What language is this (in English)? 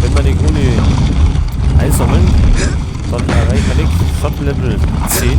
Bavarian